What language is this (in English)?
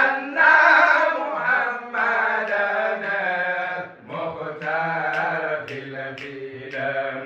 Fula